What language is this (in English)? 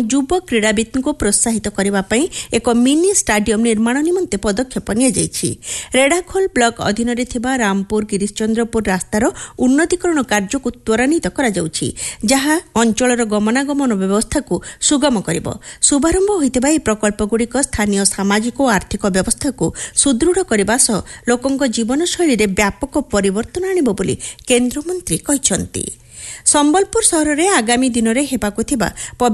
Odia